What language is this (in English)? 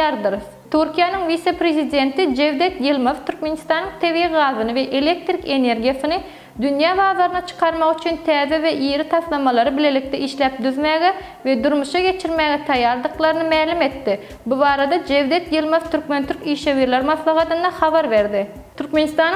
Turkmen